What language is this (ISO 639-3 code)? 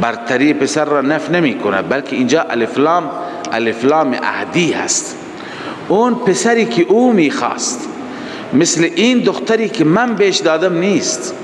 fas